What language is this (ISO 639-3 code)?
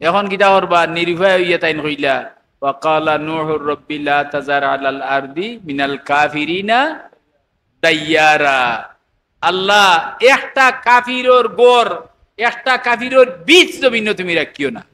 syl